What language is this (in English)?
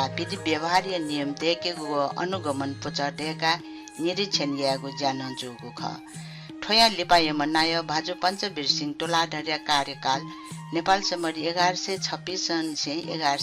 Newari